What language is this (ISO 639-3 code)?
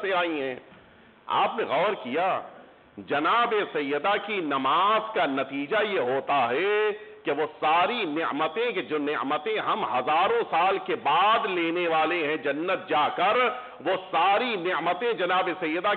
urd